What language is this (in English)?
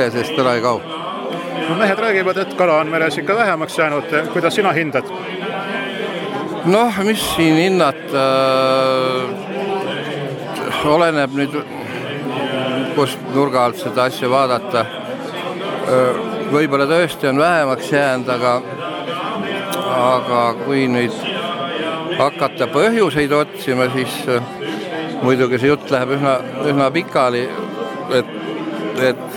Estonian